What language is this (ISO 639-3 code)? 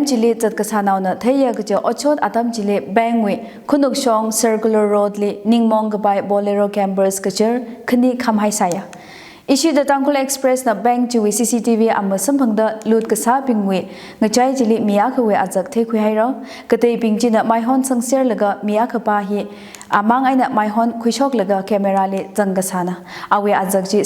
nmf